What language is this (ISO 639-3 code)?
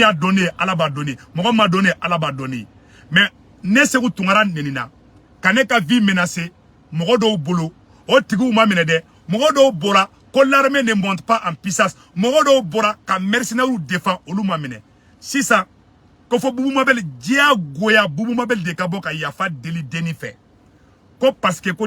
bam